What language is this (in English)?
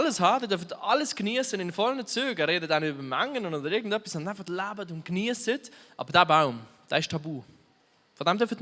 Swiss German